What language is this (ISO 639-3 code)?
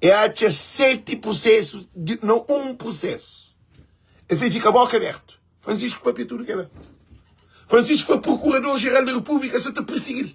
kea